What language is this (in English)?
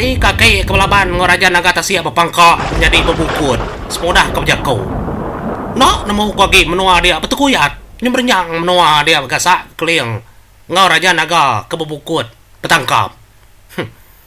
Iban